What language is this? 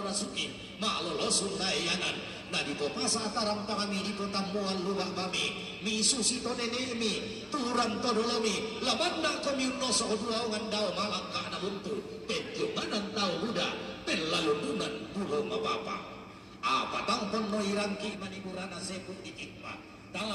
Toraja-Sa'dan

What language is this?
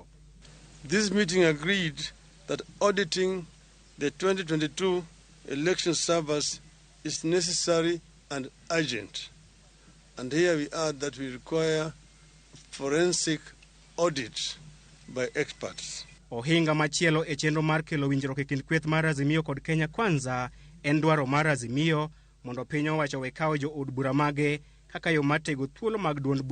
Luo (Kenya and Tanzania)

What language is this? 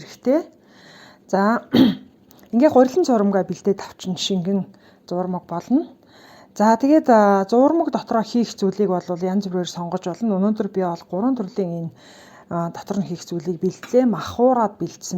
Mongolian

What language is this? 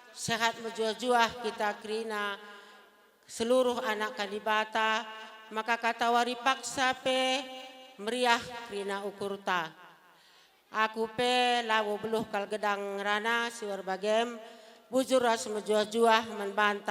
Batak Karo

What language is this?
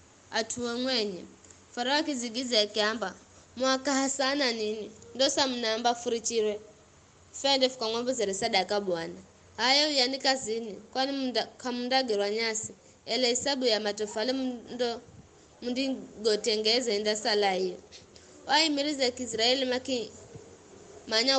Giryama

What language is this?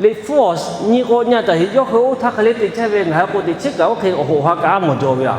Lahu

